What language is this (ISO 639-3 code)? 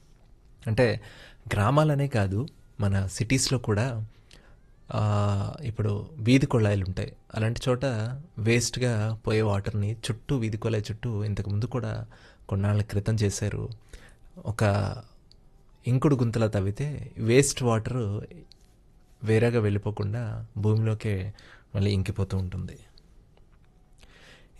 tel